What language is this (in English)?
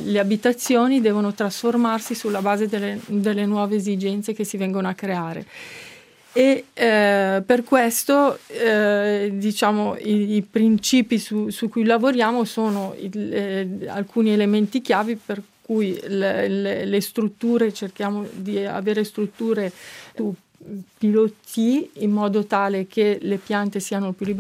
Italian